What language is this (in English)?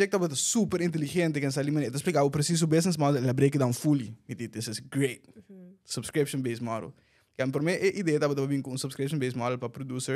Papiamento